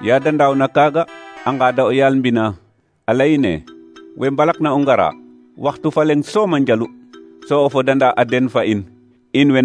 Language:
Serer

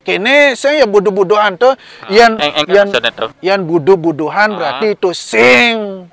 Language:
Balinese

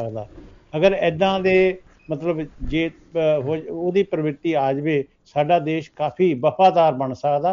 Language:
Punjabi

